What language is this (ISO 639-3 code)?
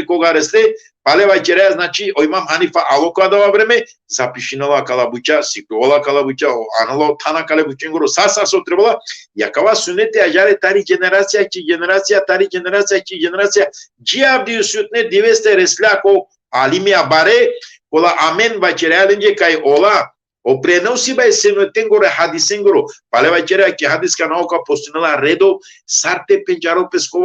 rmn